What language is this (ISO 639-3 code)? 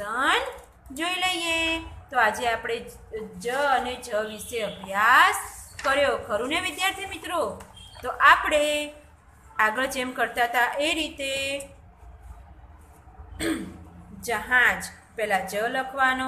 guj